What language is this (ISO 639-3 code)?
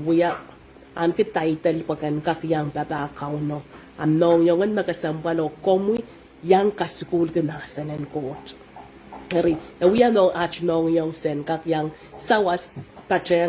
pon